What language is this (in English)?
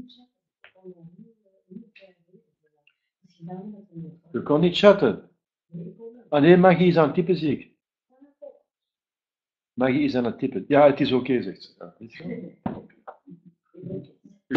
Dutch